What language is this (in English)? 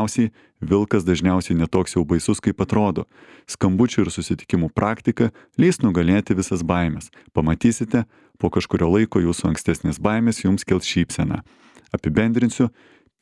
Lithuanian